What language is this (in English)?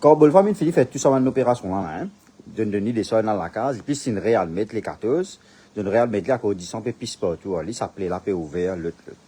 Morisyen